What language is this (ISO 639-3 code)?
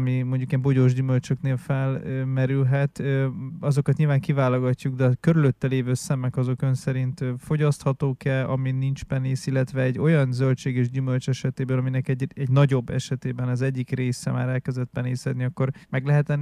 hun